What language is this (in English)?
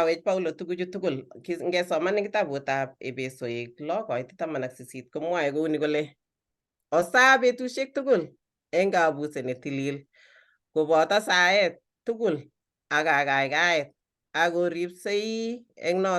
Kalenjin